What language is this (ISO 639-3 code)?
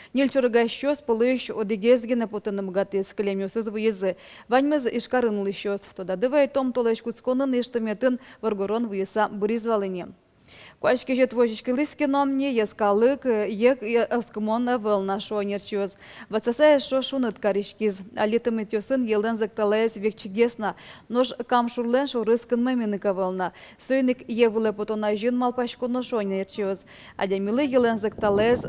udm